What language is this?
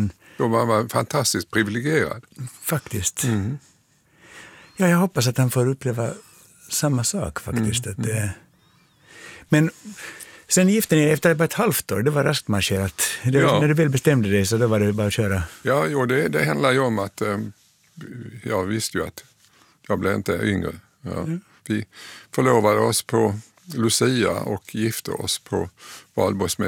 Swedish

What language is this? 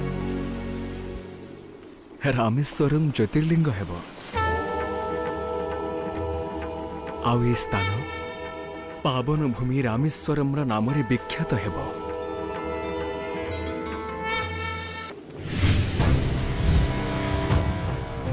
Odia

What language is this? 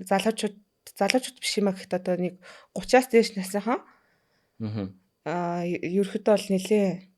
Mongolian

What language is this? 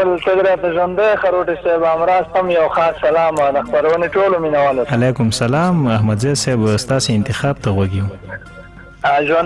Pashto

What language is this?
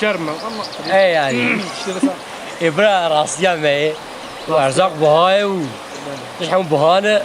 Kurdish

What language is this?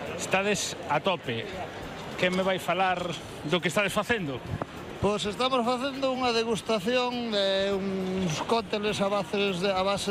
Galician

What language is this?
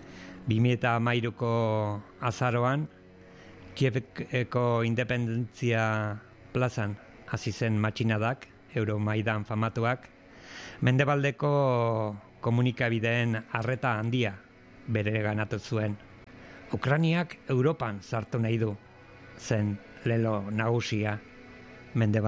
Basque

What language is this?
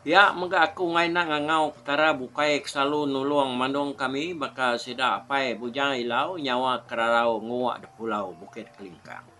Iban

